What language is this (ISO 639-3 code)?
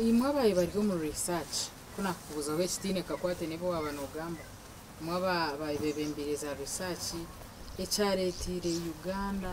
nyn